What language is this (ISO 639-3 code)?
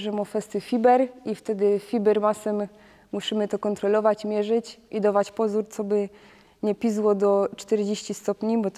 szl